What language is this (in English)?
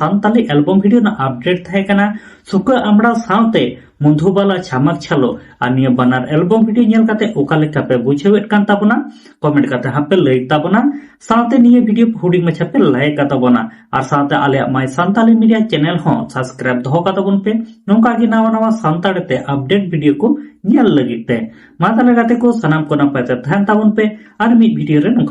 Santali